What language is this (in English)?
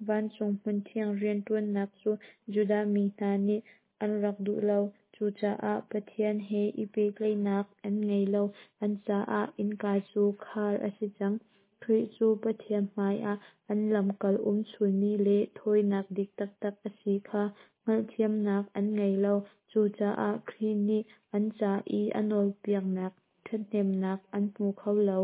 Hakha Chin